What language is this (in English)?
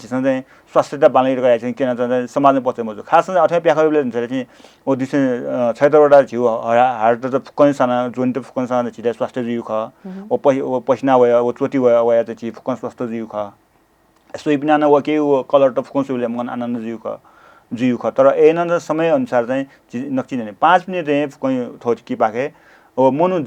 Newari